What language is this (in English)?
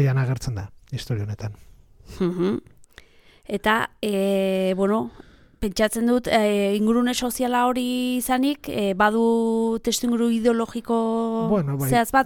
Basque